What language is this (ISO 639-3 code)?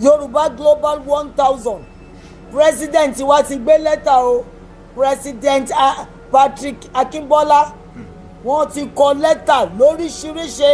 yor